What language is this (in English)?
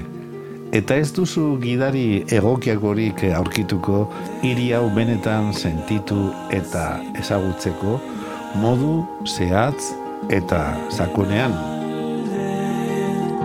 Basque